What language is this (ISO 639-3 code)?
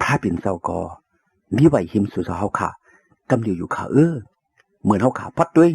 shn